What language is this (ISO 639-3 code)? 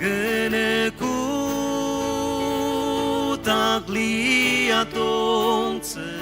njo